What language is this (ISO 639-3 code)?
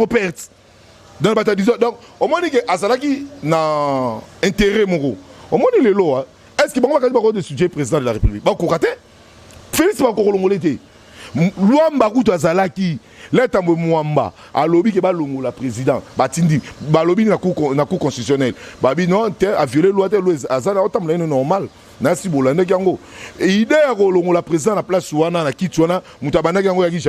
lin